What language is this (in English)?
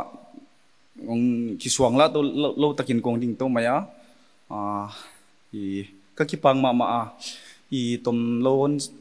Paite Chin